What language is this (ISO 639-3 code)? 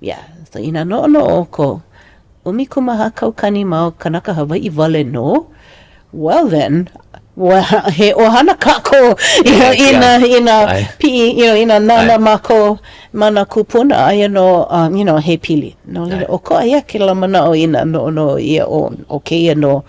haw